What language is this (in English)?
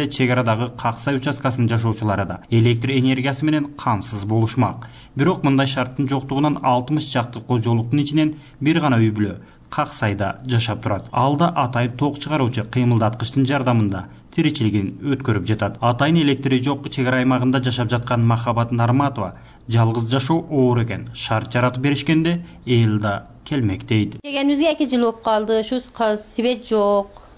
Kyrgyz